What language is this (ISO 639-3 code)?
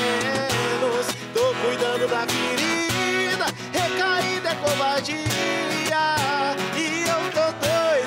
por